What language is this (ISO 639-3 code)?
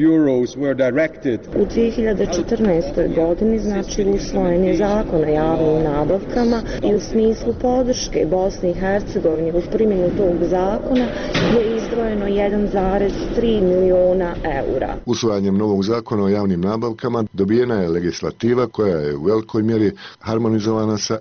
bos